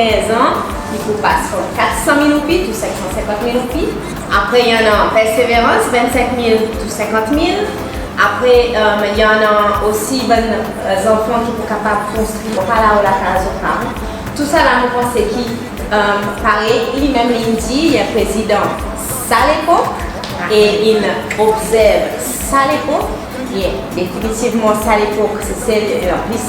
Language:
Seselwa Creole French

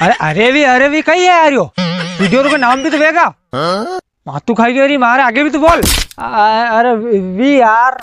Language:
Rajasthani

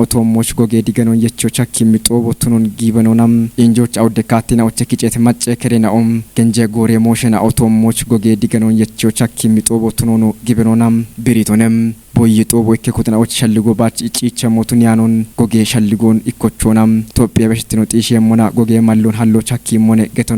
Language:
Kafa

